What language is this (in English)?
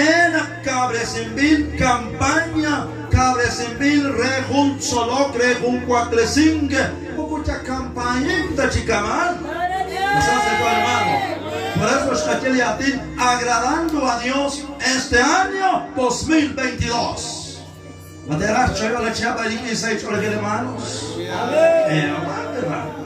Kekchí